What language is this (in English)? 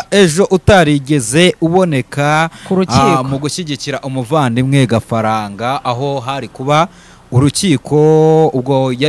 Kinyarwanda